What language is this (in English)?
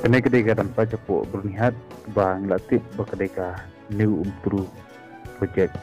Khasi